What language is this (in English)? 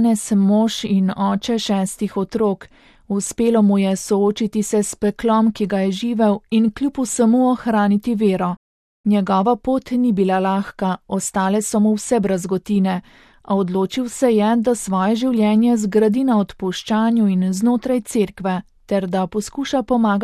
Slovenian